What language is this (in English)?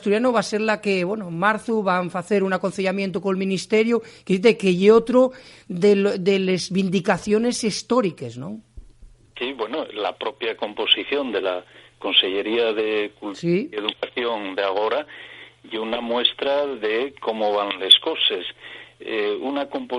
Asturian